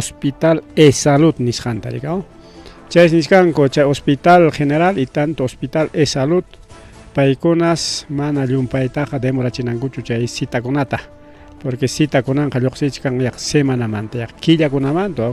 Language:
Ayacucho Quechua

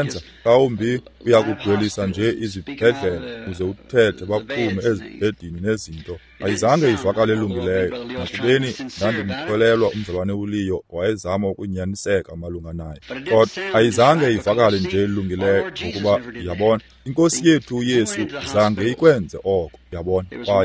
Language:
Xhosa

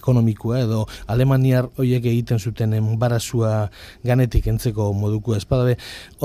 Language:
Basque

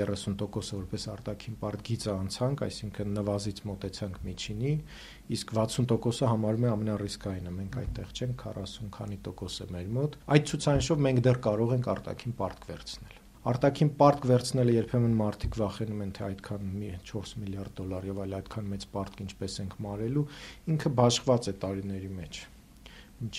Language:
Armenian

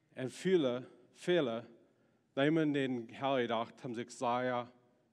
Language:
Plautdietsch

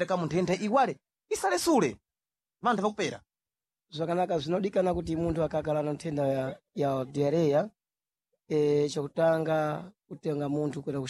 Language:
Sena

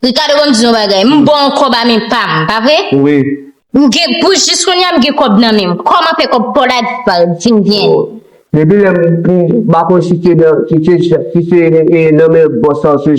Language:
Haitian Creole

